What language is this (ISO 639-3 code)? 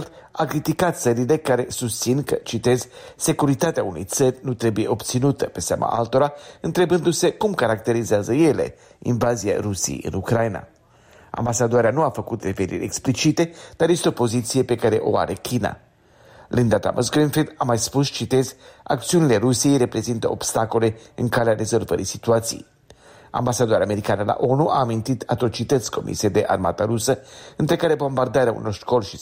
ron